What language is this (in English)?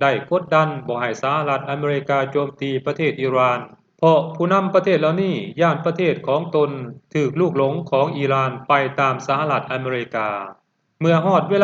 Lao